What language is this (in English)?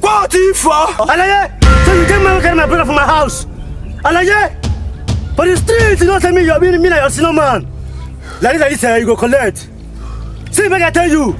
Nigerian Pidgin